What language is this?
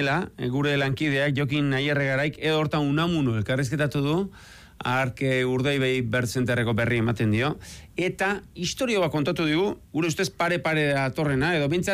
Basque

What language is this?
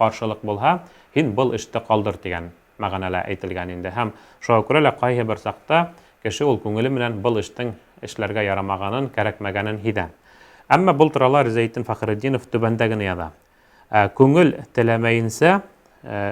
Bashkir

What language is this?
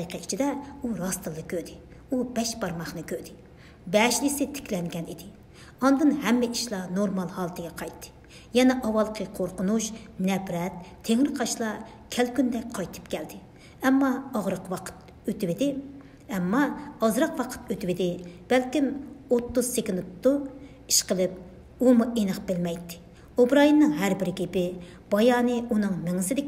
Uyghur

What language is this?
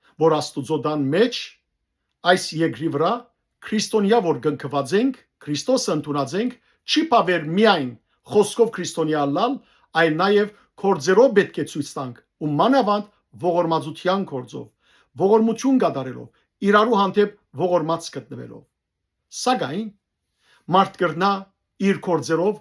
Western Armenian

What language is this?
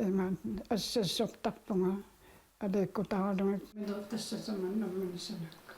Kalaallisut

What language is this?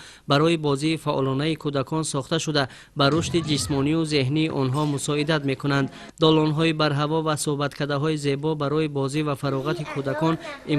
Tajik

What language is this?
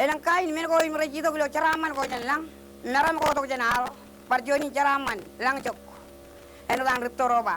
Marshallese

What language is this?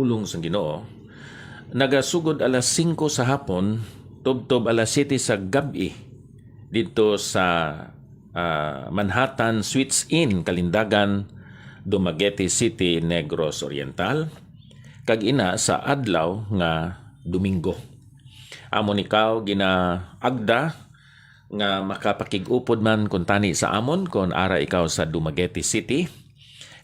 Hiligaynon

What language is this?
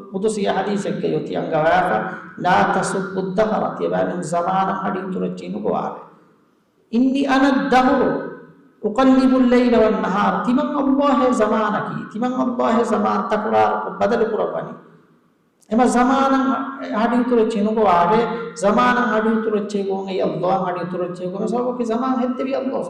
Divehi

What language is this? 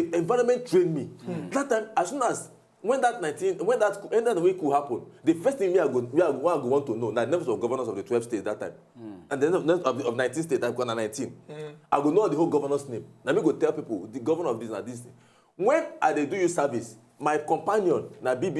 Nigerian Pidgin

